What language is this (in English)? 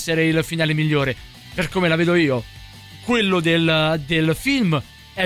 Italian